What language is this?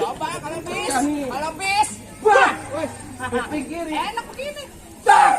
Betawi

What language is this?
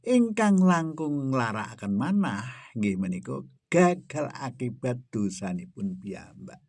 Javanese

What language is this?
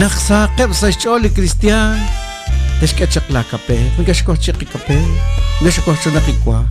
Kekchí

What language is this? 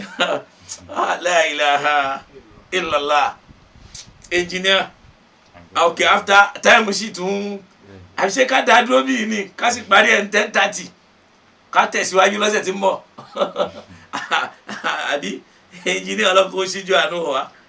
Yoruba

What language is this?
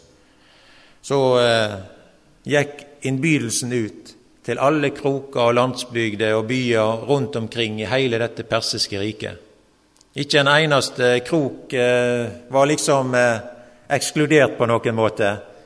Norwegian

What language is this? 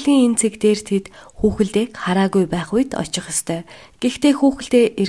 Mongolian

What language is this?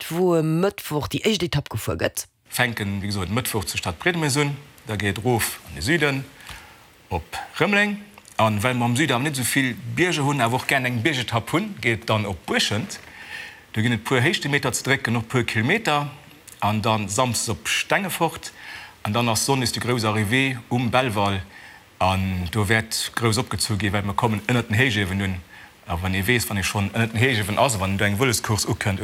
Luxembourgish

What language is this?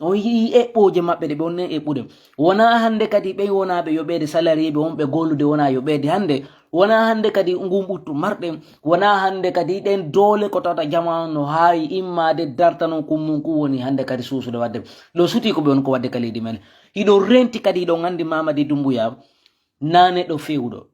Fula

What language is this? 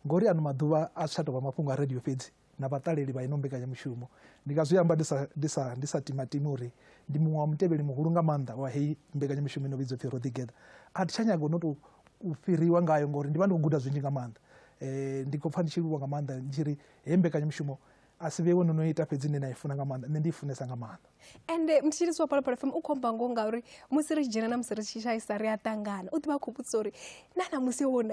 Venda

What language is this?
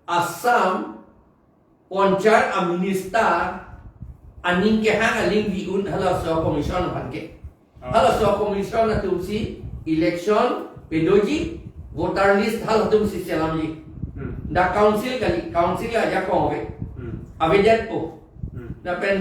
Karbi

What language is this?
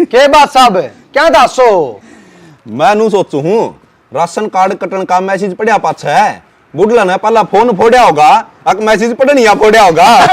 Haryanvi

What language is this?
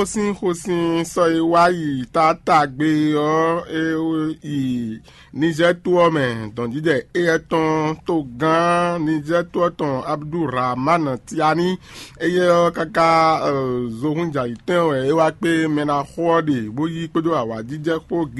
Fon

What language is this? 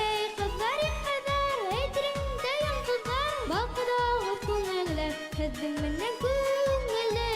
Bashkir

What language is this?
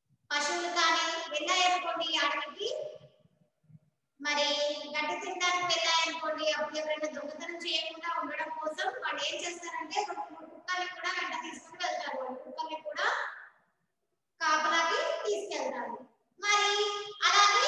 Telugu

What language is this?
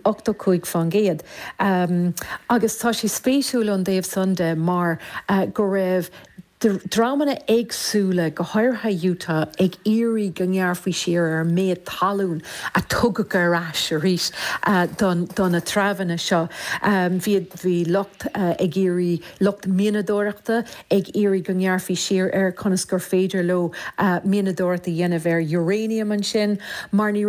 Irish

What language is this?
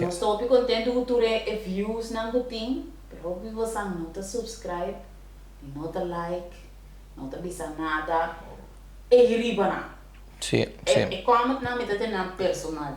Papiamento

